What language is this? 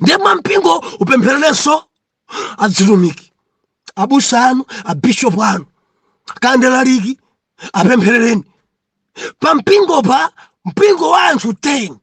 Nyanja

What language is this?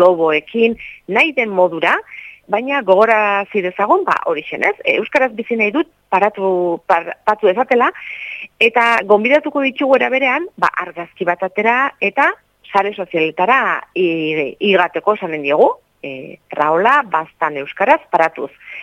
Basque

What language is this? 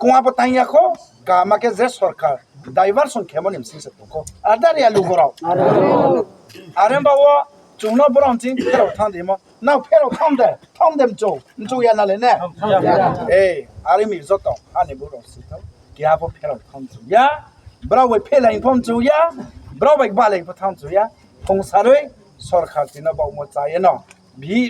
Riang (India)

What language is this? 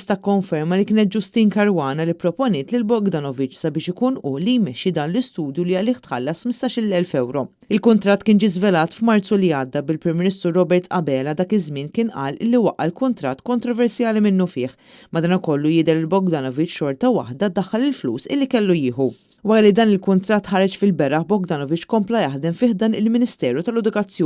Maltese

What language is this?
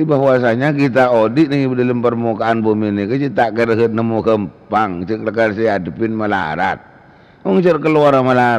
Madurese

